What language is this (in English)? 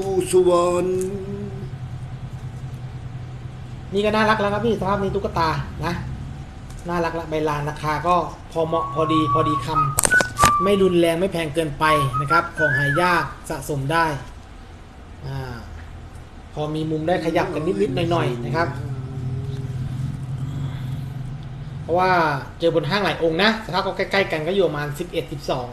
Thai